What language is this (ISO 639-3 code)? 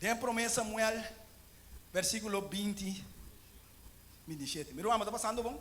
pap